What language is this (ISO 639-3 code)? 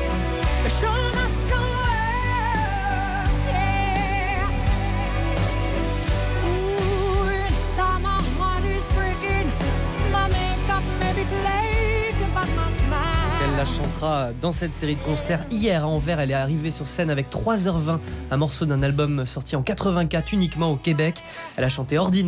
fra